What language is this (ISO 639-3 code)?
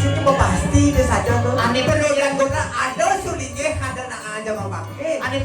ban